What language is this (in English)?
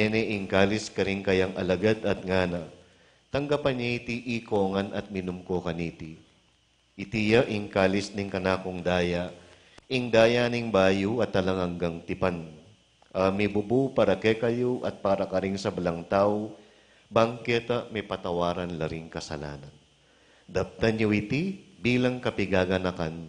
Pampanga